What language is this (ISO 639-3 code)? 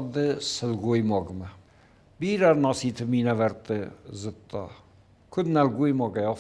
oss